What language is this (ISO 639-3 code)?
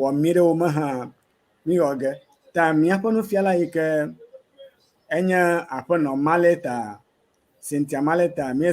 ewe